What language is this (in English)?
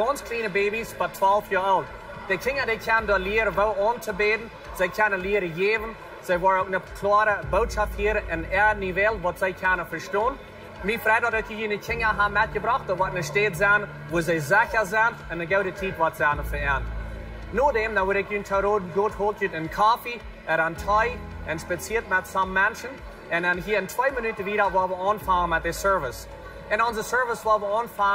Plautdietsch